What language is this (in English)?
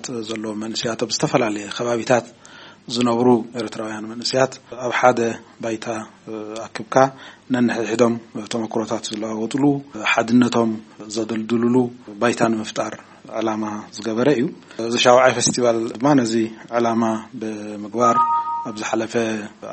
Tigrinya